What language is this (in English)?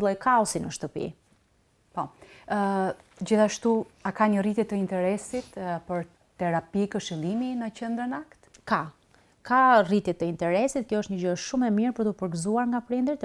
Albanian